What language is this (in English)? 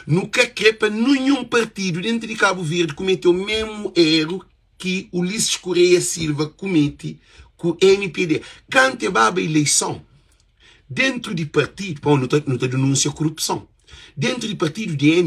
Kabuverdianu